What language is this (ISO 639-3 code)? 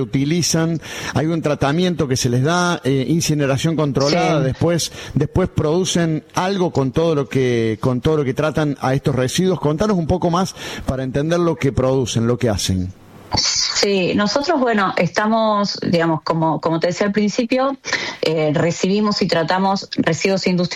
spa